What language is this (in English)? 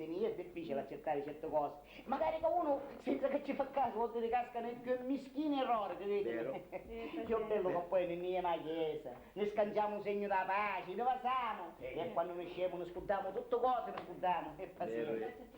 Sicilian